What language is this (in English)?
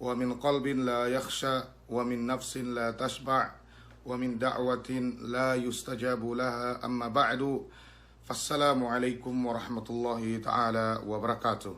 Yakan